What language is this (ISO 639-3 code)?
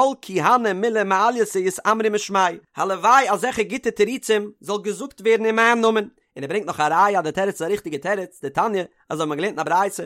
yid